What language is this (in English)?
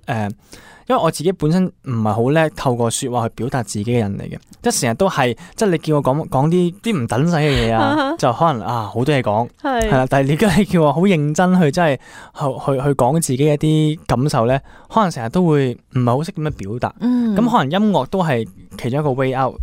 Cantonese